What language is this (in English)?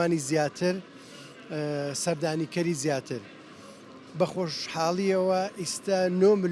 Central Kurdish